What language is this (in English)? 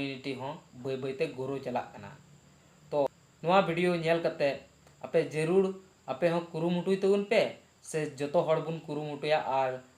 Santali